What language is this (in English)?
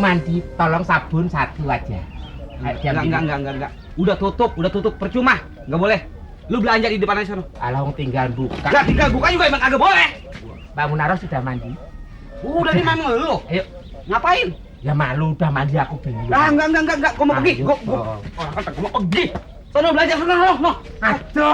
Betawi